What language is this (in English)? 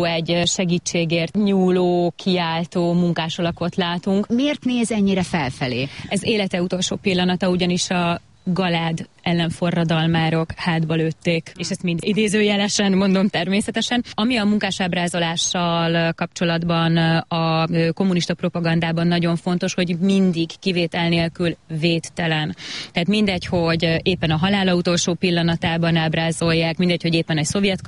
Hungarian